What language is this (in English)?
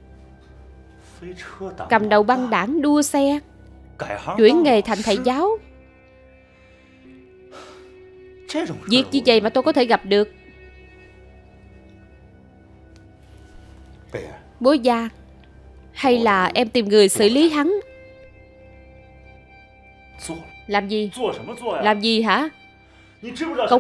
Vietnamese